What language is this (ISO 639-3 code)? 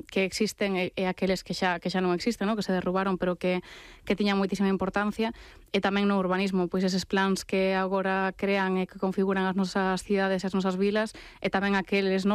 glg